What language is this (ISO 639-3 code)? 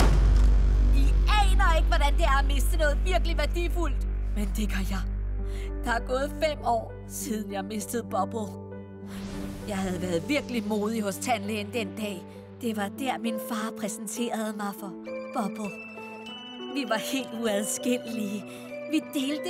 dan